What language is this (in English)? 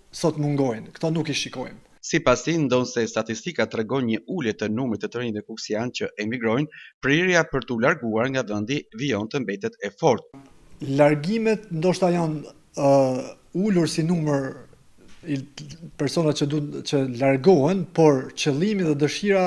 Albanian